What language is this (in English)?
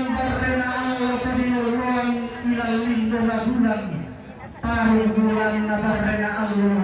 Toraja-Sa'dan